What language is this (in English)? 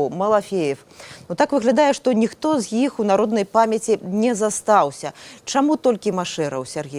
Belarusian